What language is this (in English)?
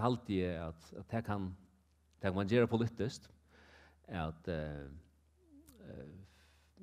Faroese